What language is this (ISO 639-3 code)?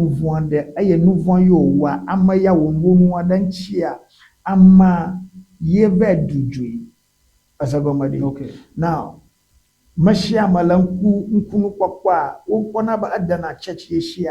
ewe